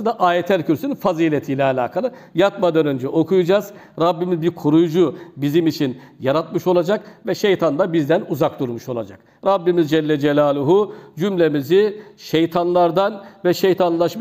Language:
Turkish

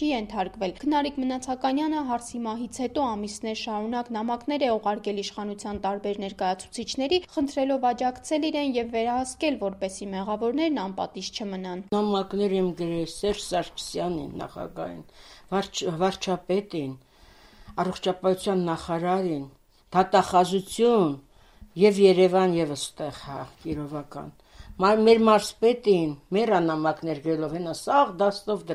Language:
Armenian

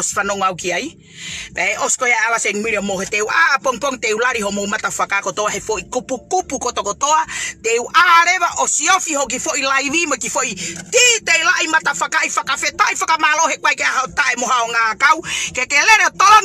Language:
Tongan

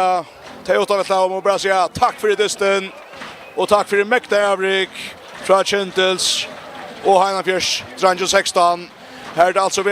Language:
Faroese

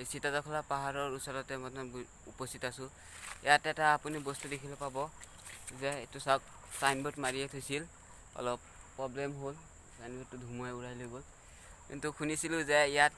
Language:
Assamese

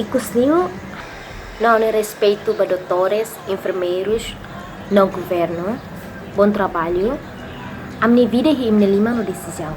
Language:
Tetum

